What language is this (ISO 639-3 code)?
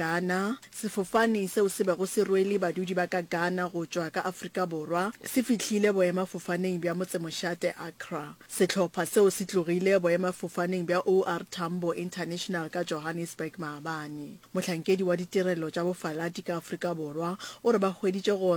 nso